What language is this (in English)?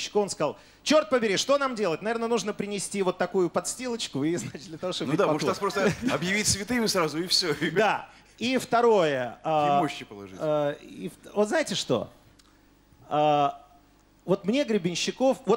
Russian